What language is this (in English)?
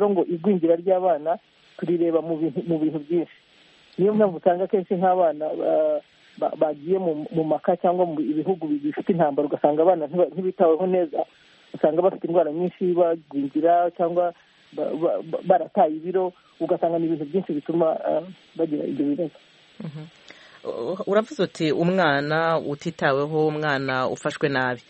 Kinyarwanda